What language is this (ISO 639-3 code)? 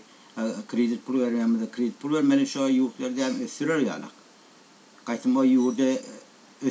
tuk